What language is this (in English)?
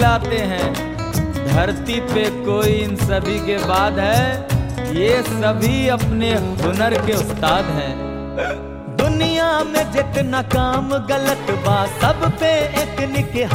Bhojpuri